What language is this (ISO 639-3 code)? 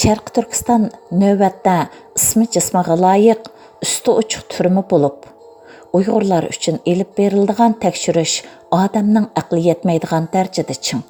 uig